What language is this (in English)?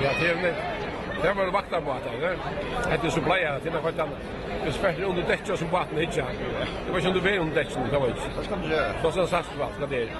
Faroese